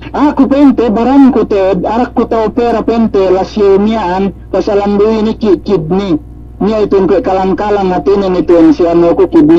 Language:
Yakan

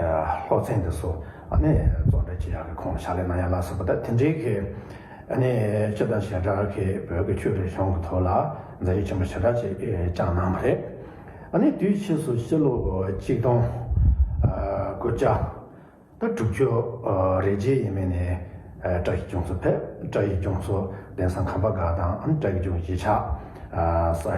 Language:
Tibetan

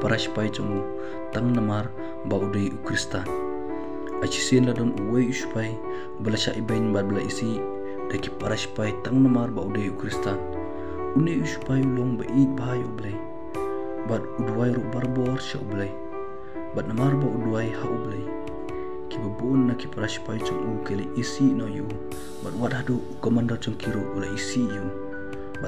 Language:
Khasi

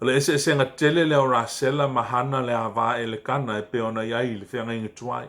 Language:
Samoan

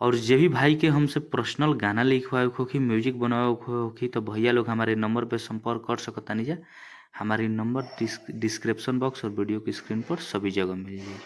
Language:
Bhojpuri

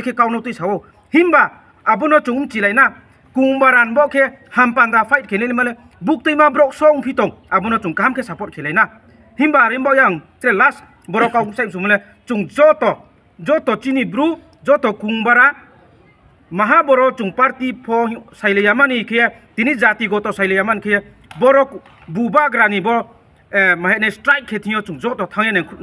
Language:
Riang (India)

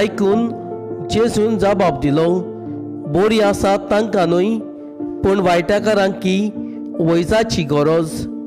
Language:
Konkani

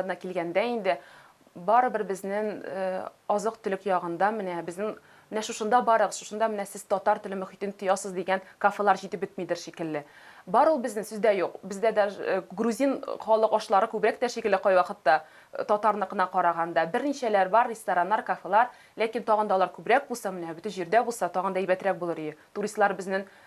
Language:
Tatar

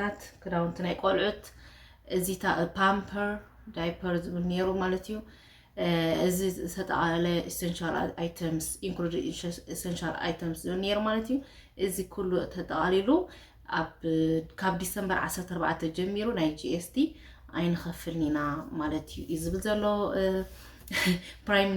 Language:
Tigrinya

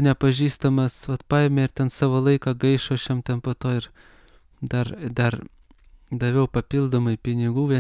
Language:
Lithuanian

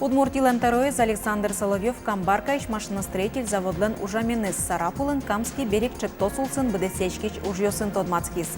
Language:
Udmurt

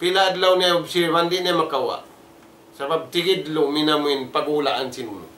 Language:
Tausug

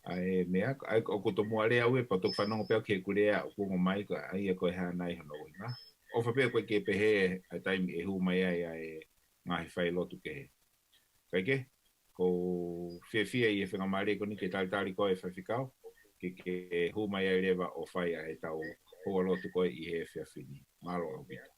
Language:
Tongan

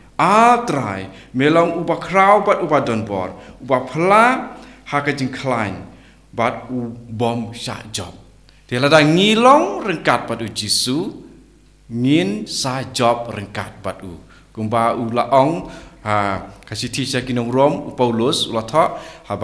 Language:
Khasi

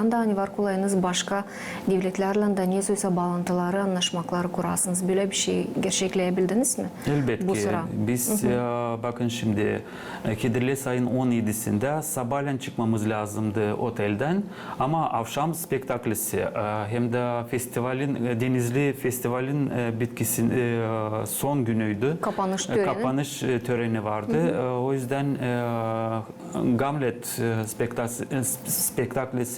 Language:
Gagauz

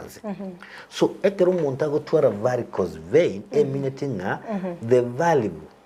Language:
Gusii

